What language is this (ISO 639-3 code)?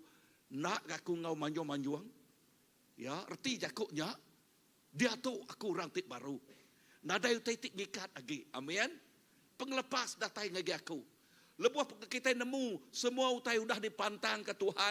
iba